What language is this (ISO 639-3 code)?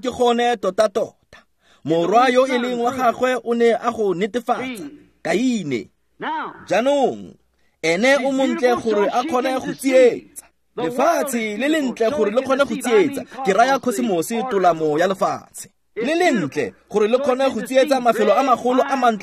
tsn